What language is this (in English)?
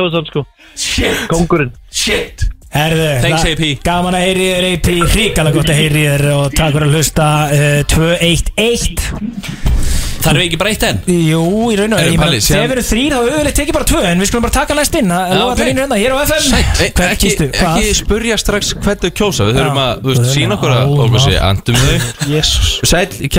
Icelandic